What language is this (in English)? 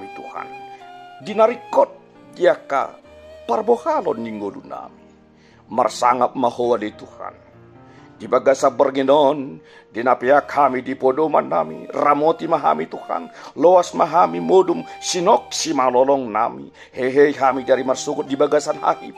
Batak Toba